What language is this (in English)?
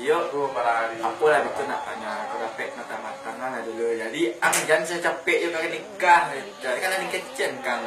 Minangkabau